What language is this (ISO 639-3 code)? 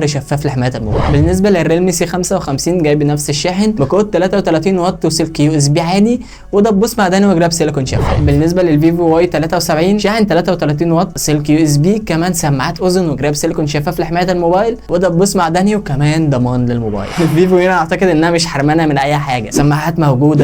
arz